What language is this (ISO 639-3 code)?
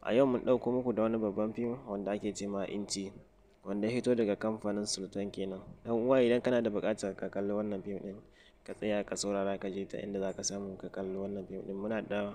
hau